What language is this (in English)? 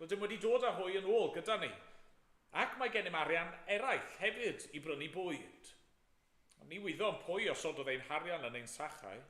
Welsh